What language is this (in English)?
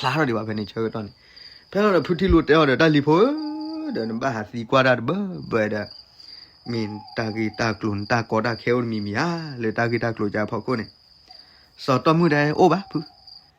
S'gaw Karen